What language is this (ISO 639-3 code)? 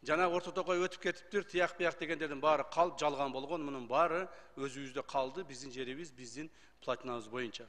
kir